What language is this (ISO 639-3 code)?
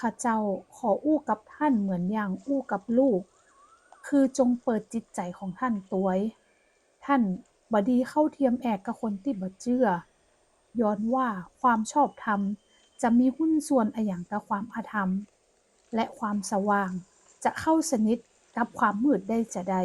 nod